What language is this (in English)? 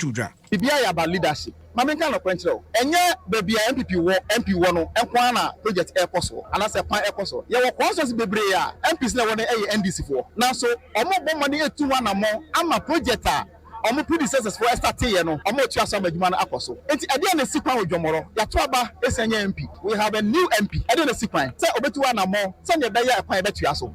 Akan